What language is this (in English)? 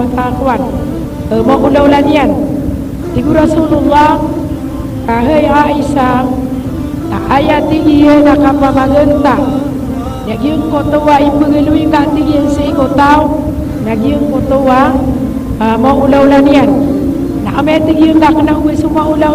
Maranao